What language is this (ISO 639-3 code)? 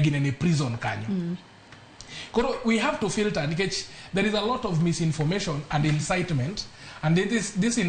luo